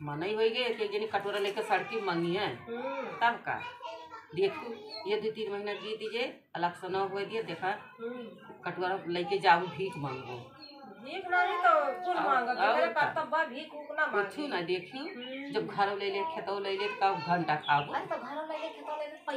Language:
Awadhi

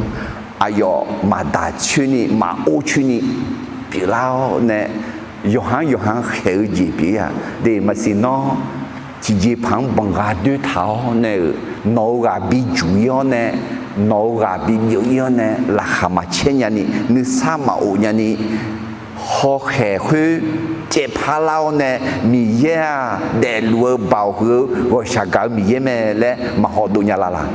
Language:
Akha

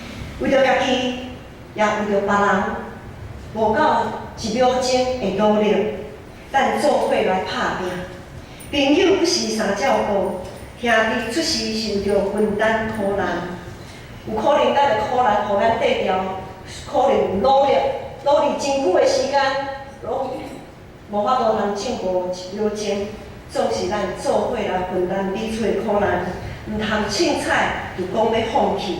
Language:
Min Nan Chinese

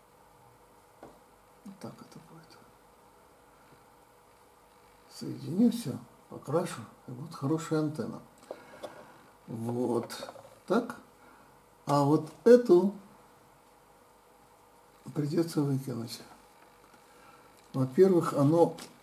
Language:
Russian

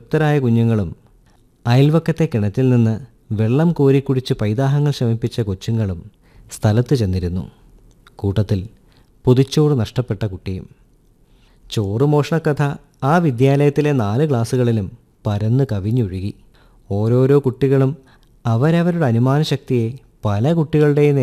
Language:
Malayalam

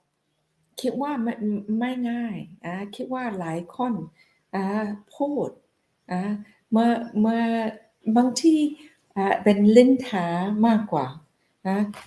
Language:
Akha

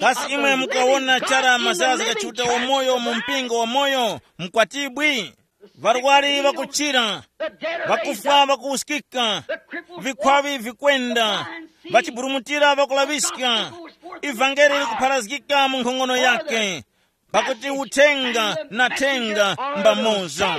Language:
Tumbuka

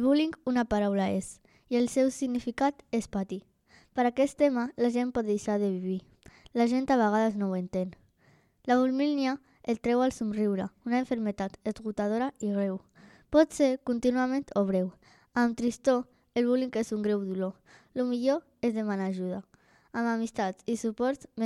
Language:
Catalan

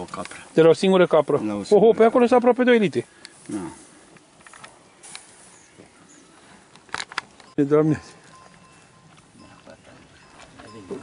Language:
Romanian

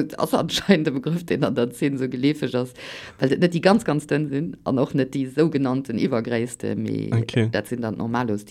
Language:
Luxembourgish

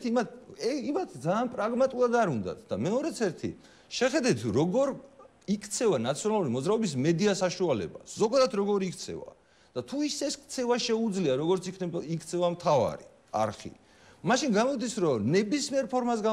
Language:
Georgian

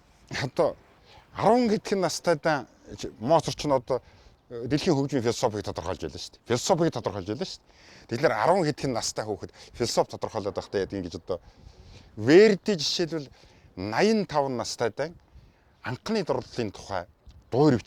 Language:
Mongolian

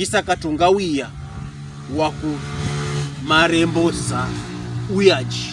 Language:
Pokomo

